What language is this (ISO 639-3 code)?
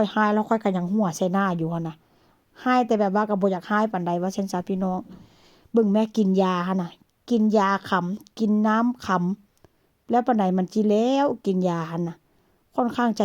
tts